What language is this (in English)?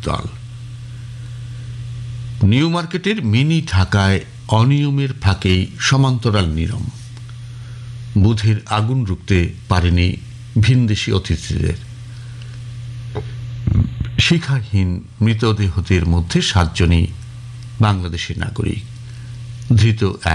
Bangla